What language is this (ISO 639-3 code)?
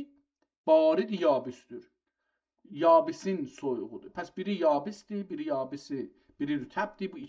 azb